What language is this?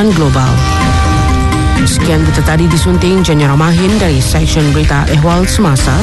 Malay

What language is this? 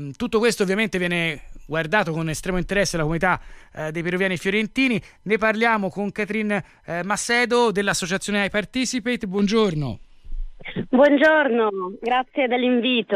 Italian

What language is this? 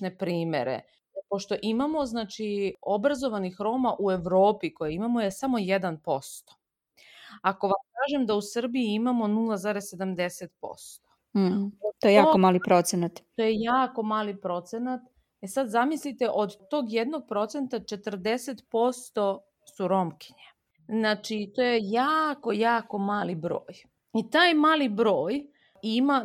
Serbian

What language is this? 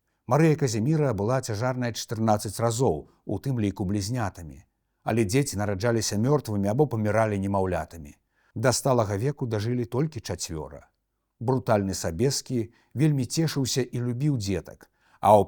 Belarusian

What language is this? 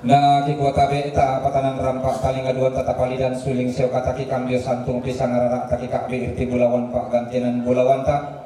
Toraja-Sa'dan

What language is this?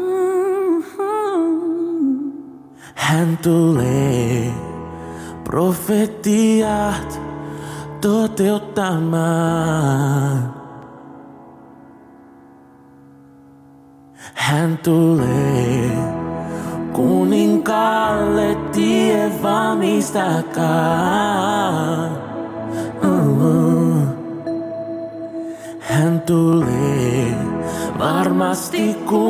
Finnish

